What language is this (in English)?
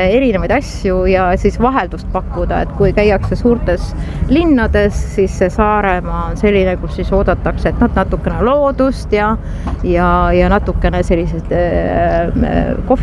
Estonian